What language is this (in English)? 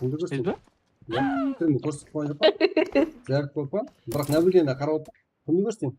Kara-Kalpak